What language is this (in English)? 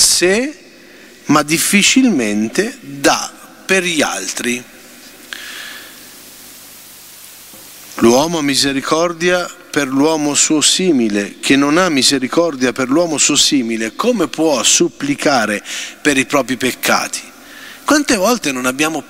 Italian